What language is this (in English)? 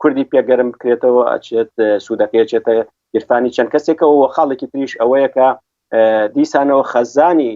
Central Kurdish